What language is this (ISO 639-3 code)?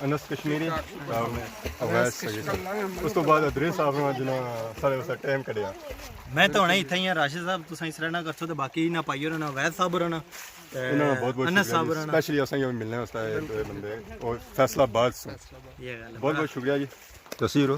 phr